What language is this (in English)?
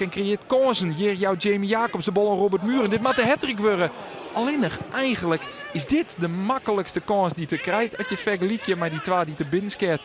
Western Frisian